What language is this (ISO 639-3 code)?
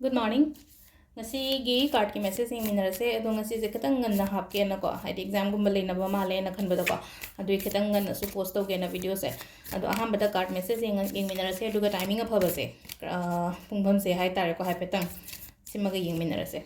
mni